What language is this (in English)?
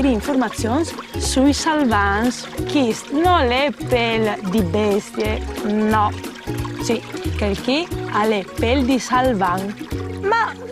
Friulian